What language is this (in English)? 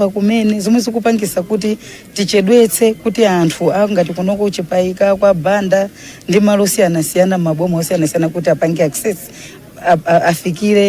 Nyanja